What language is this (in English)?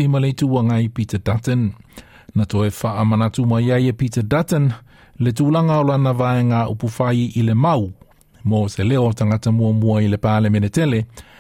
Samoan